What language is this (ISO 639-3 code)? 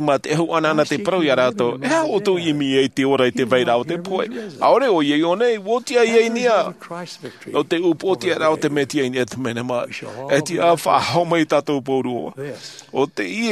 tah